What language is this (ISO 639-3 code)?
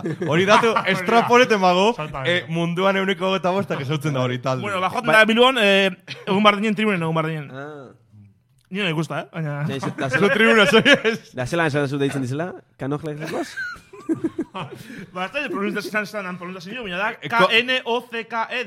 eus